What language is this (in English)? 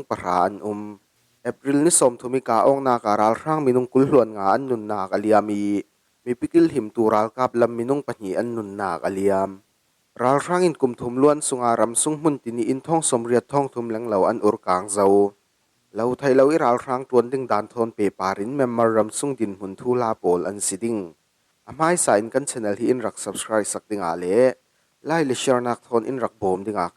Falam Chin